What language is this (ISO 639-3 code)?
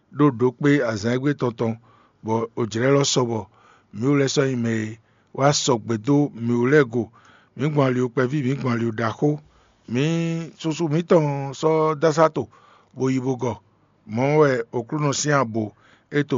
fon